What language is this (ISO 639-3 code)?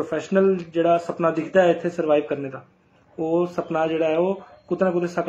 doi